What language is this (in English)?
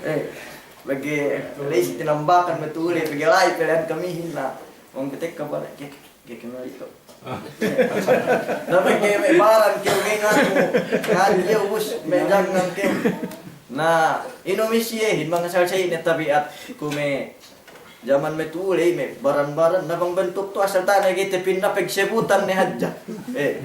Yakan